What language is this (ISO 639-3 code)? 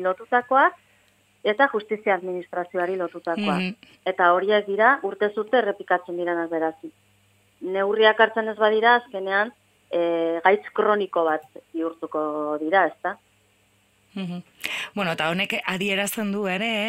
eus